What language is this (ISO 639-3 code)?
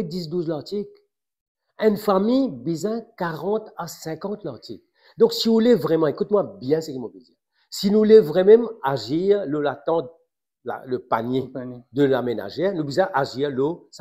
mfe